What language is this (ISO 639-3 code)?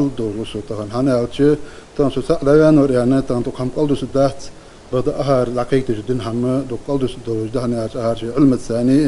inh